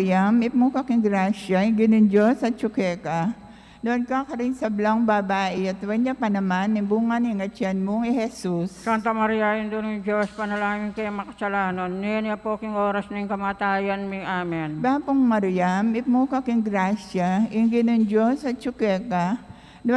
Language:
Pampanga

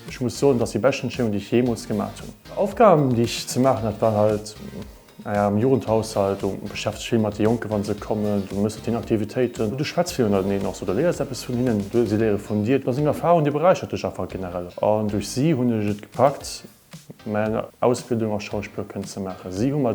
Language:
Luxembourgish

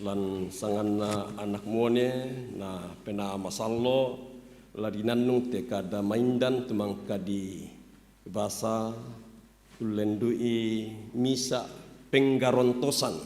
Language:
Toraja-Sa'dan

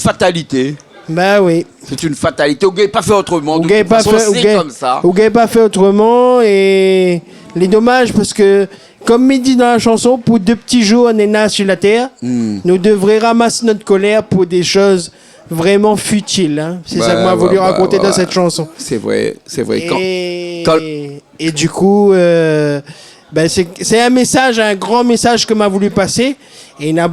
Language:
Réunion Creole French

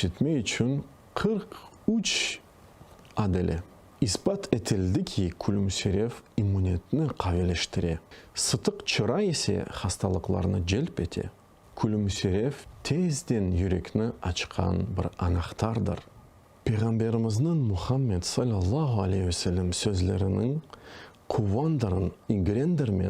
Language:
Crimean Tatar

